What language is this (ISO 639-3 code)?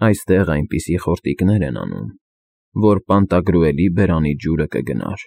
hye